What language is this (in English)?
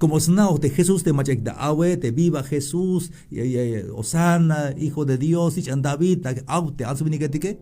Tzeltal